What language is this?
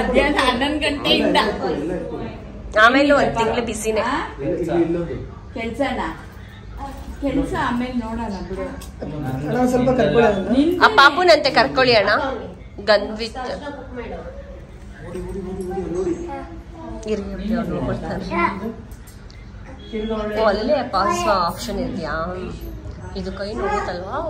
Kannada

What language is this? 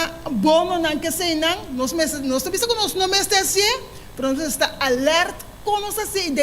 Papiamento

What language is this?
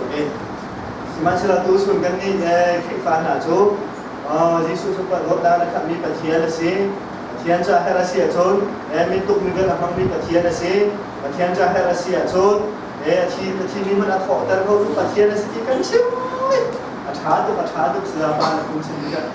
Hakha Chin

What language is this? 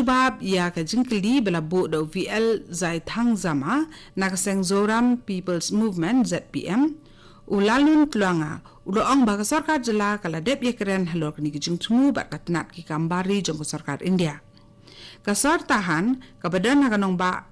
Khasi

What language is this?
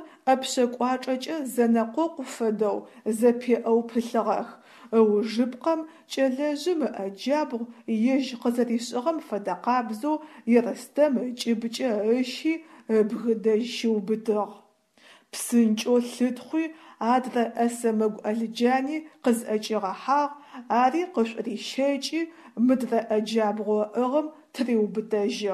Adyghe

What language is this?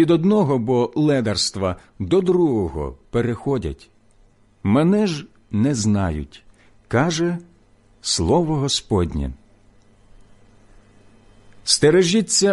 Ukrainian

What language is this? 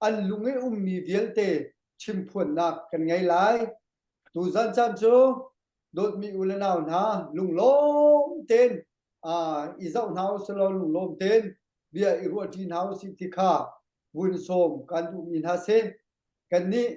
Hakha Chin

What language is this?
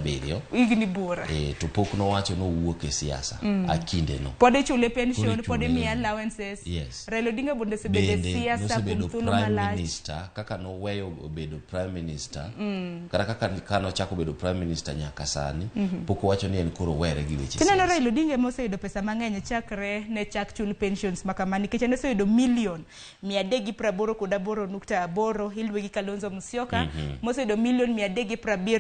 Luo (Kenya and Tanzania)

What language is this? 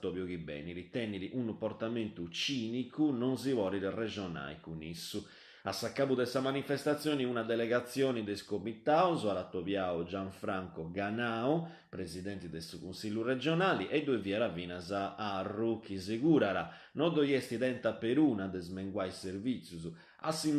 Sardinian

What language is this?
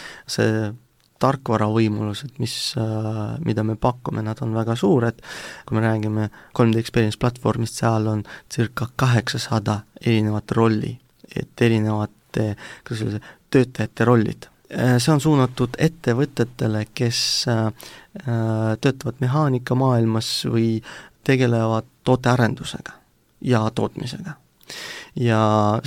Estonian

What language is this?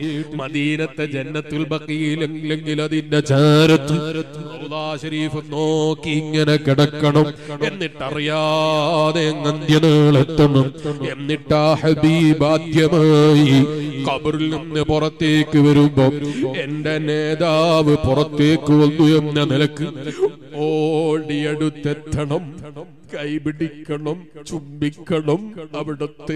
Malayalam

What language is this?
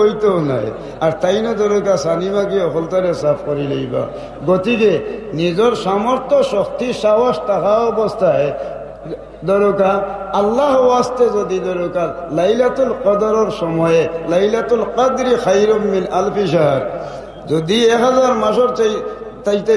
Sylheti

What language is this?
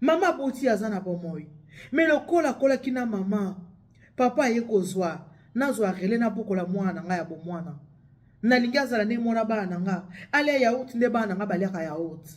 Lingala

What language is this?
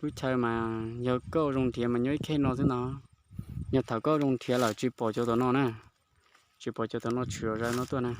Hmong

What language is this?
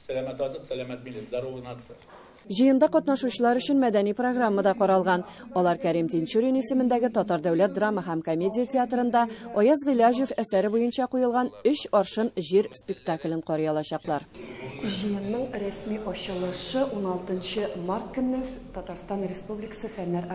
Tatar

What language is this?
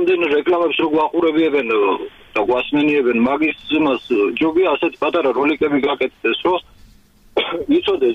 Georgian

